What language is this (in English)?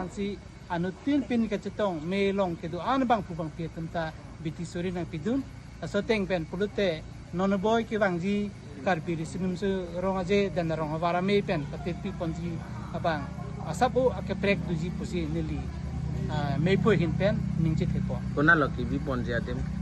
Karbi